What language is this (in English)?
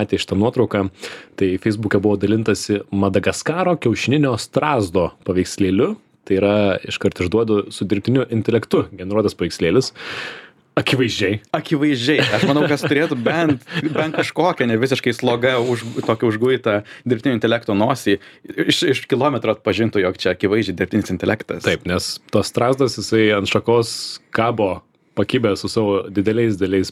Lithuanian